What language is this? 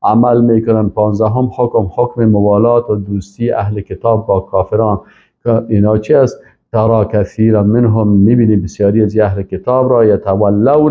Persian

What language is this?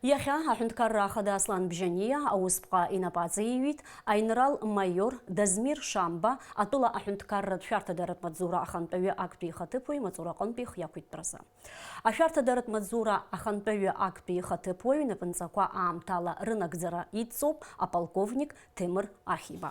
Abkhazian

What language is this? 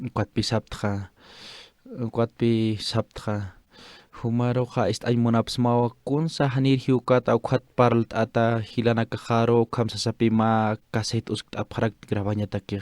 Aymara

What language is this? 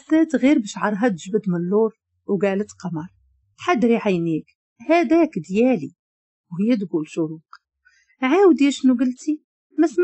Moroccan Arabic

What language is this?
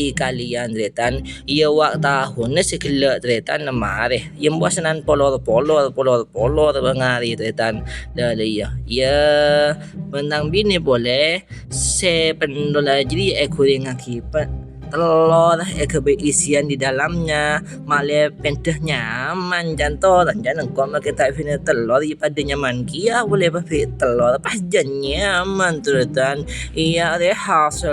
Madurese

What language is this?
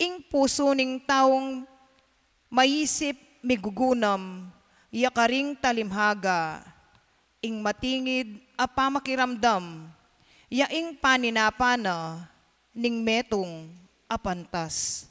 Pampanga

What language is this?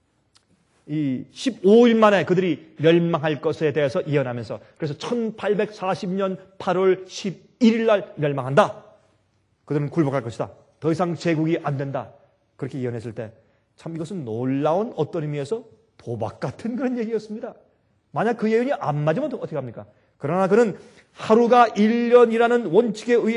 Korean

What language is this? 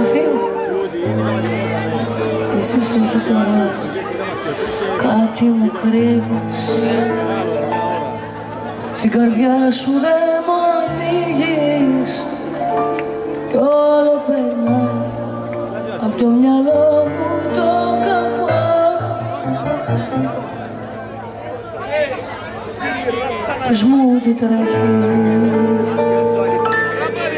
Greek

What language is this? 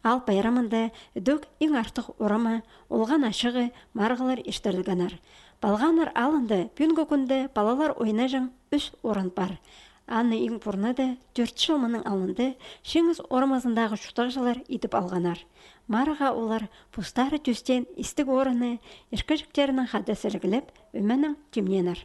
Khakas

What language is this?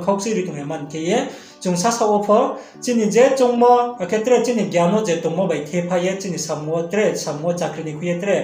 Riang (India)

